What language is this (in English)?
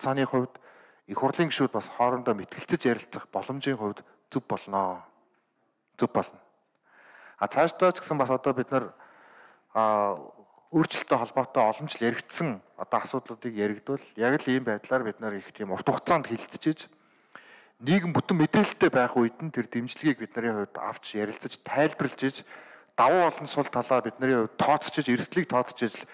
Mongolian